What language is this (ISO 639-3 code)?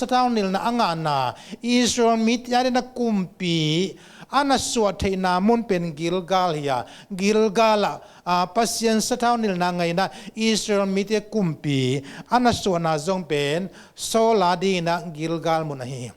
ctd